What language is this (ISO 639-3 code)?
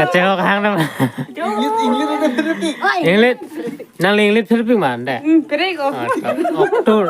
mjw